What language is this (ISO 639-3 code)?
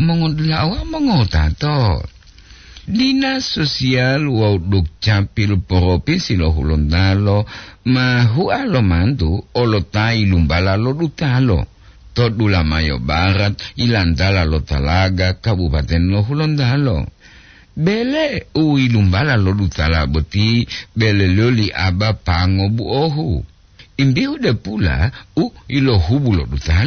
gor